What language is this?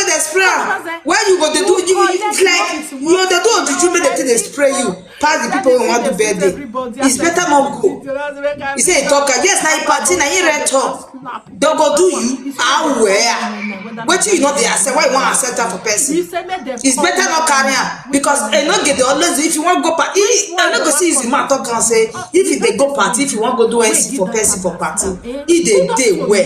Nigerian Pidgin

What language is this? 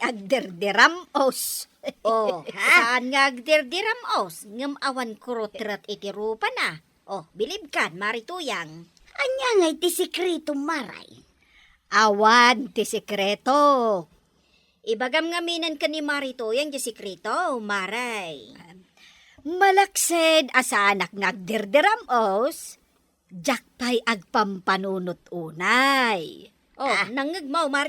Iloko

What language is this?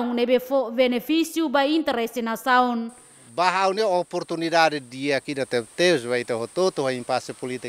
Tetum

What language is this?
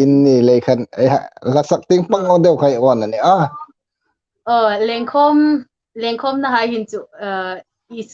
Hmar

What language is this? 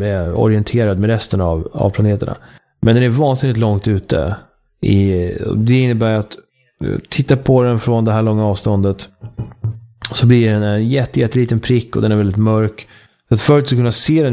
Swedish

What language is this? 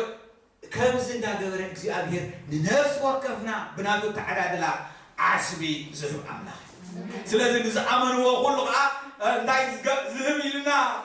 Tigrinya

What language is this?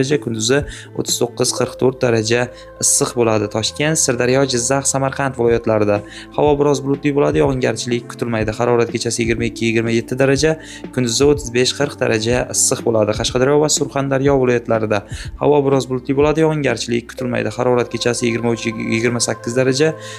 Uzbek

